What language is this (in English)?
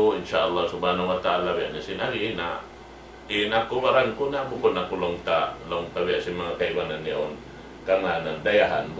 Tausug